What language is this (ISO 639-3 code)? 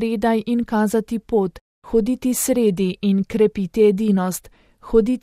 slv